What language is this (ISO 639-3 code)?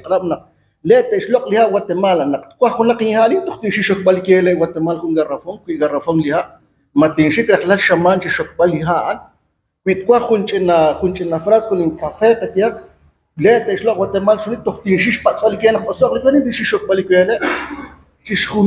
kek